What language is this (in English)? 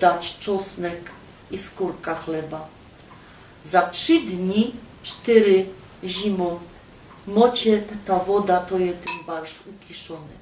Silesian